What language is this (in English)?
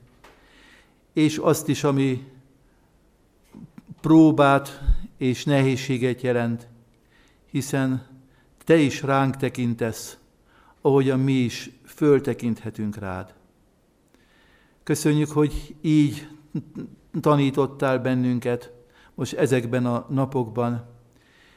Hungarian